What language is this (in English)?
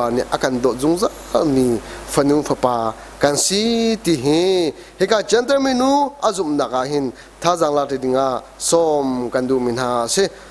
Hakha Chin